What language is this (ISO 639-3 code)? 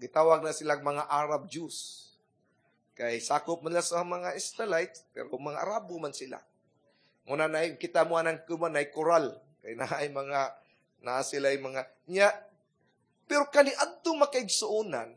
ceb